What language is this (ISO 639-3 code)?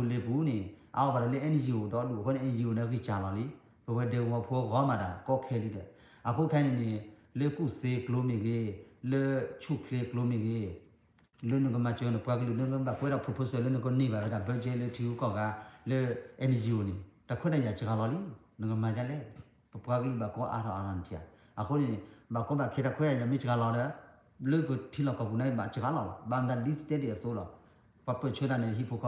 ksw